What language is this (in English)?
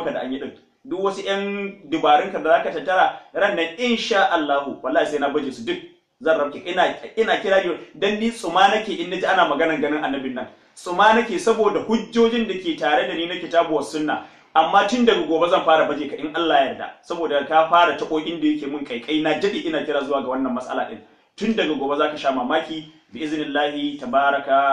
Hausa